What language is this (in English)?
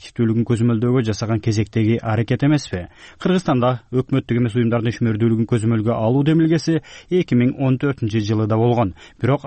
Kyrgyz